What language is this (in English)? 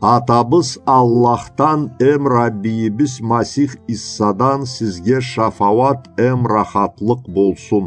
Karachay-Balkar